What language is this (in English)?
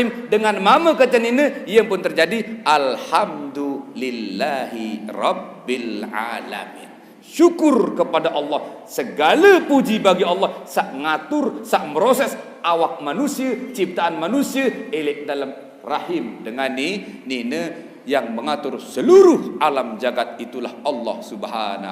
Sasak